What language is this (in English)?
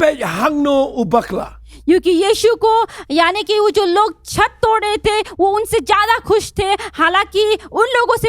Khasi